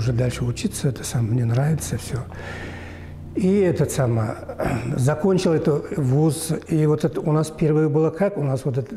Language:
Russian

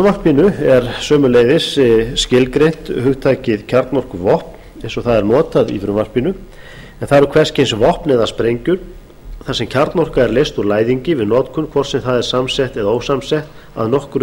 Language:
Icelandic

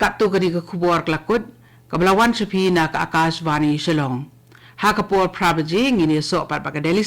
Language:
Khasi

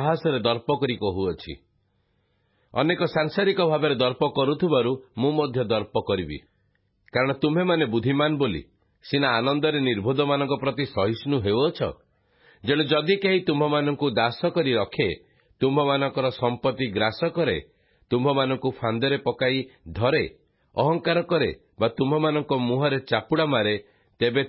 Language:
Odia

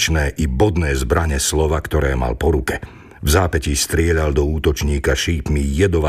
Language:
Slovak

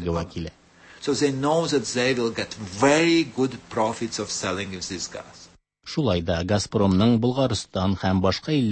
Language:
Tatar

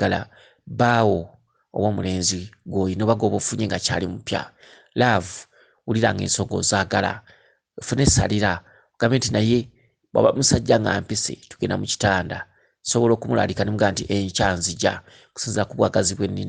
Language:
Ganda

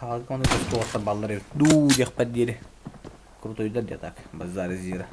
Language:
Yakut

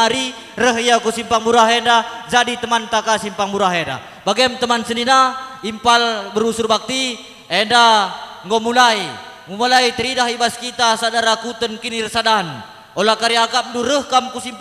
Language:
Batak Karo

